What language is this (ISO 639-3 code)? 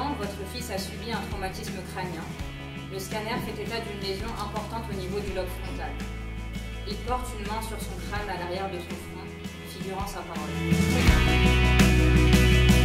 fra